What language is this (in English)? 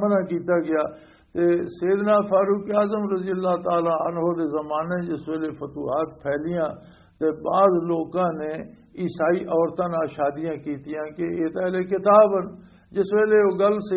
Western Panjabi